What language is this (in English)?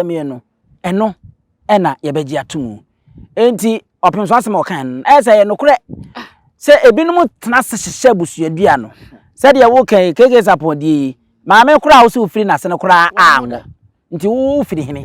Akan